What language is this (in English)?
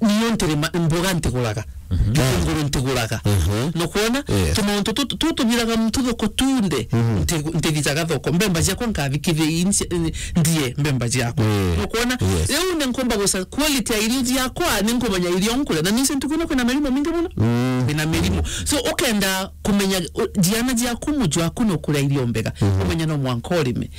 Meru